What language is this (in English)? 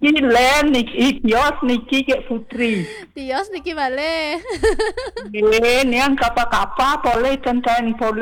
Balinese